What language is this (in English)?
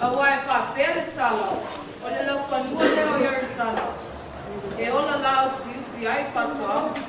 Samoan